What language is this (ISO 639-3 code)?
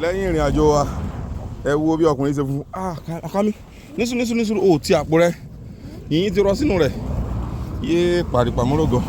yor